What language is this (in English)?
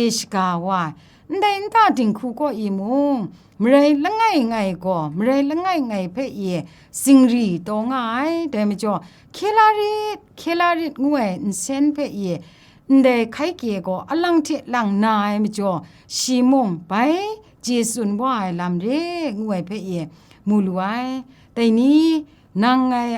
Kachin